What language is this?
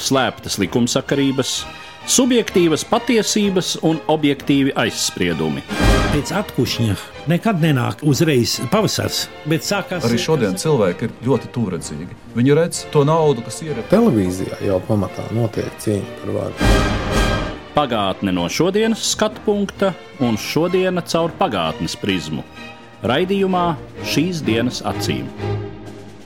Latvian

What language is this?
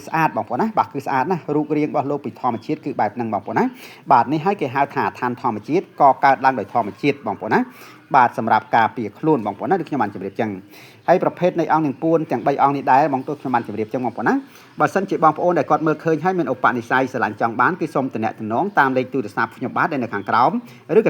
Khmer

